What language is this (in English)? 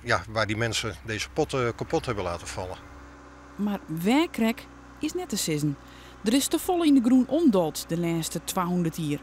Western Frisian